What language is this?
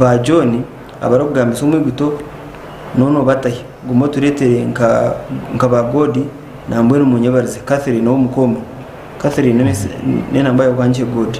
Nyankole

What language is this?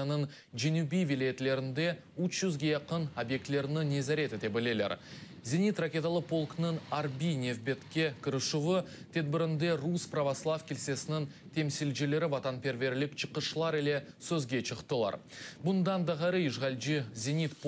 Crimean Tatar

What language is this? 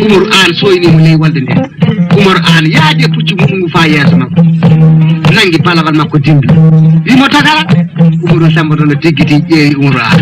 Fula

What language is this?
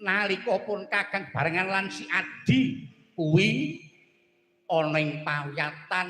Javanese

